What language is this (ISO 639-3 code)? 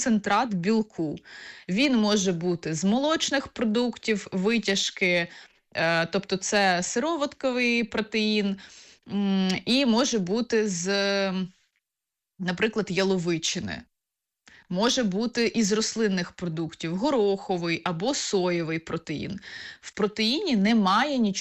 ukr